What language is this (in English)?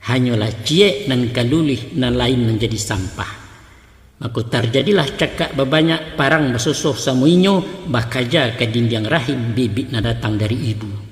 Minangkabau